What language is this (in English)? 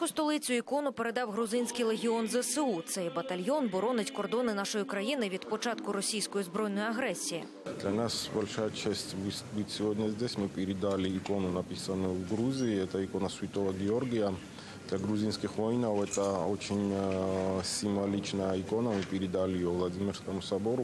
Ukrainian